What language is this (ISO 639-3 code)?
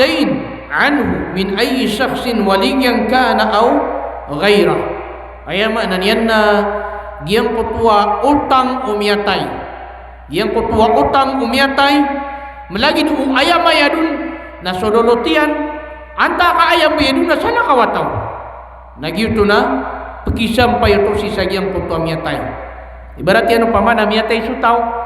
mrw